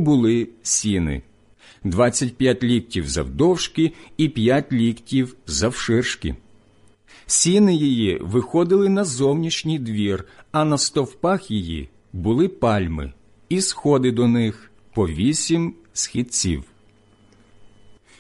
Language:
Ukrainian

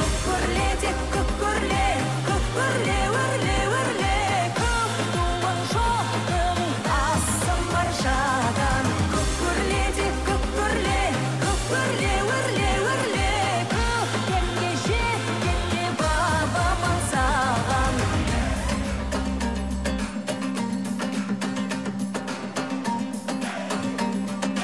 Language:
Kazakh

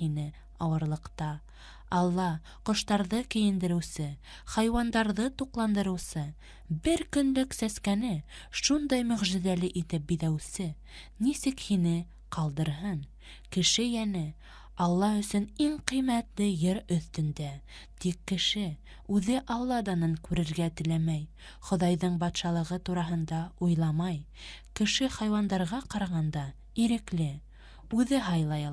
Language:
Bashkir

